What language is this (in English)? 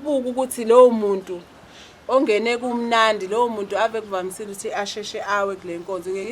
Zulu